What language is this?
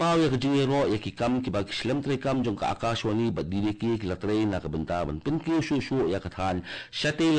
Khasi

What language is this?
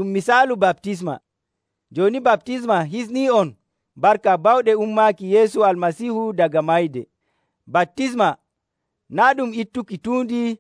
Nigerian Fulfulde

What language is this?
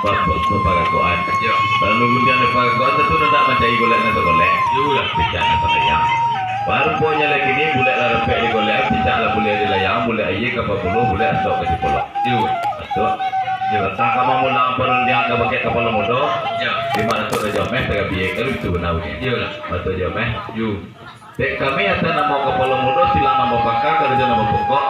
Minangkabau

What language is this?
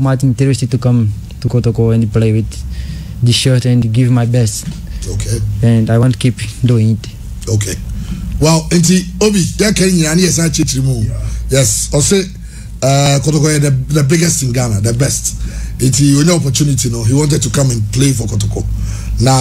English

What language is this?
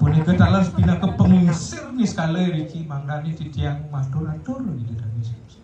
Balinese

